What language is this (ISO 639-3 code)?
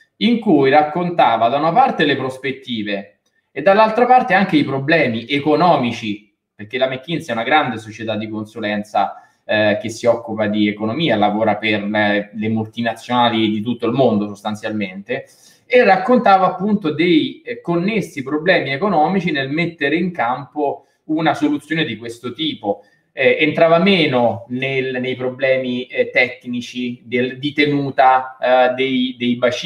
ita